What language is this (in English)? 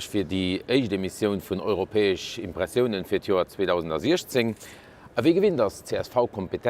Luxembourgish